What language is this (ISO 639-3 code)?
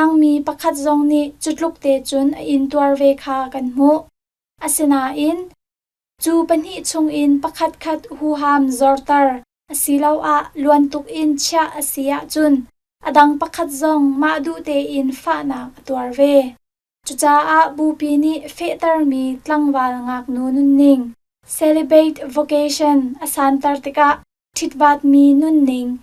cnh